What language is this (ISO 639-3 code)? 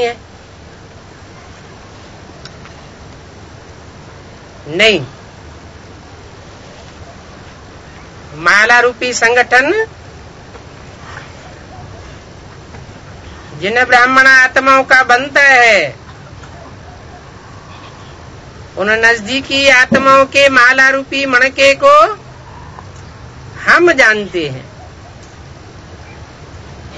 hin